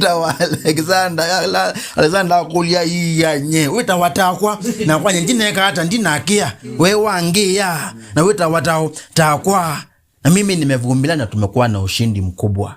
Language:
Kamba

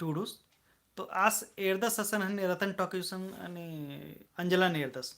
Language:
Kurukh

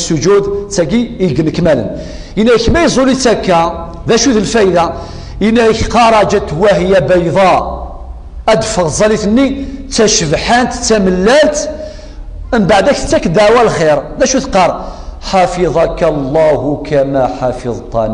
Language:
Kabyle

